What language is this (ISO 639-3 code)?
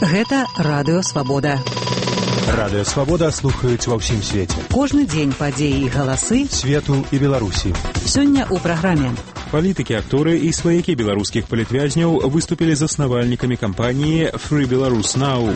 bel